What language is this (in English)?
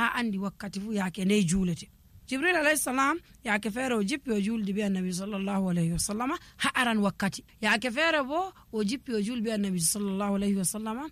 Nigerian Fulfulde